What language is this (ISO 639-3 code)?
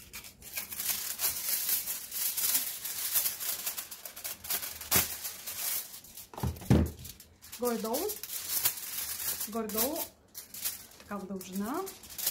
bul